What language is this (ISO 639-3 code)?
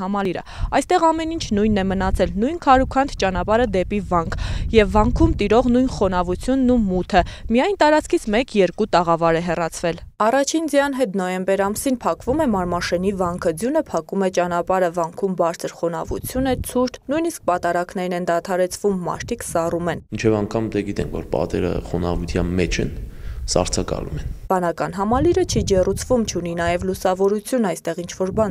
hye